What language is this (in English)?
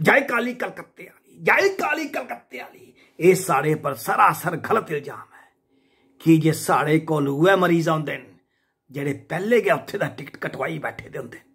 Dogri